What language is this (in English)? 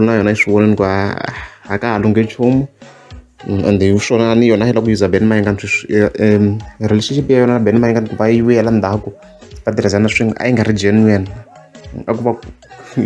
Tsonga